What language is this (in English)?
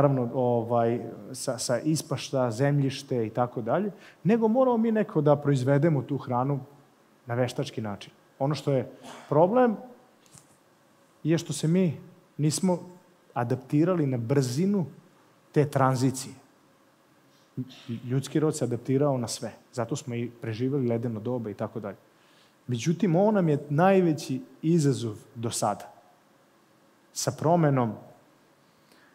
Serbian